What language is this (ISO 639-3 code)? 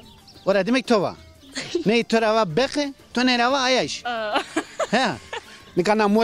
zza